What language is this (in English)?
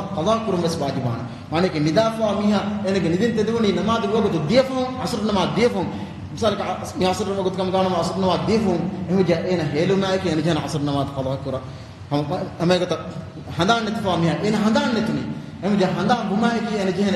Divehi